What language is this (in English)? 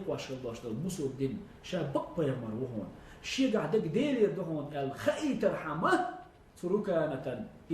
Chechen